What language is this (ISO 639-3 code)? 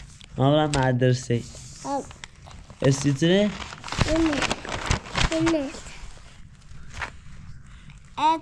fas